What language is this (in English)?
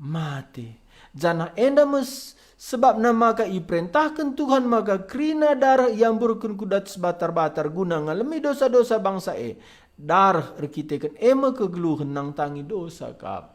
Batak Karo